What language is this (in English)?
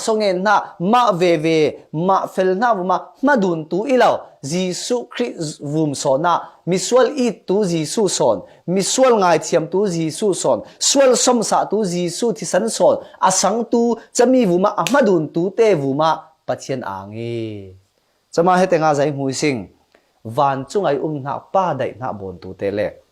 Falam Chin